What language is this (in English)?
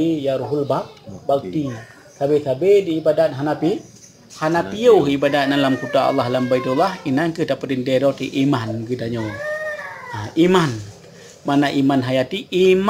Achinese